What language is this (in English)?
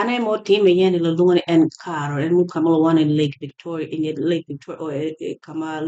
Acoli